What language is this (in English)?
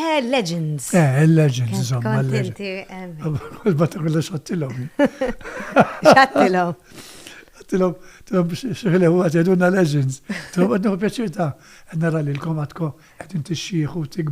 Maltese